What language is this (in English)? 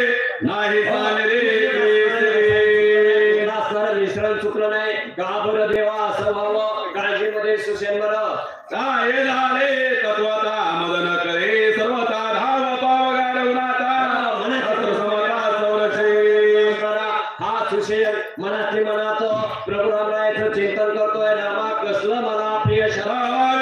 Marathi